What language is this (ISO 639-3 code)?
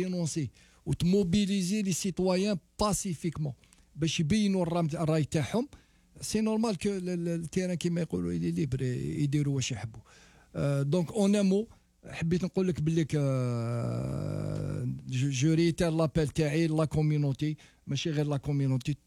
arq